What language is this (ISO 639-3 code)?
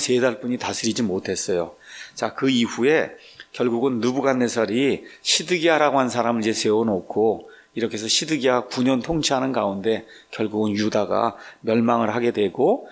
kor